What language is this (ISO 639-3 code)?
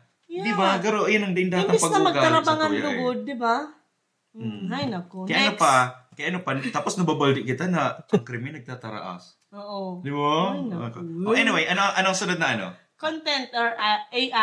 bik